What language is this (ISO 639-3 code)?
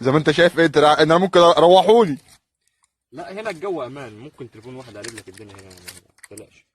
arz